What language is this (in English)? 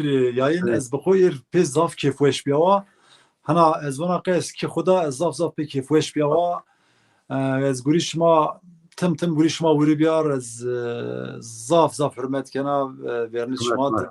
Zaza